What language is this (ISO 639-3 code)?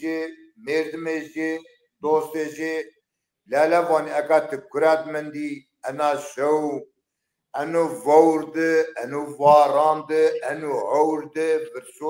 zza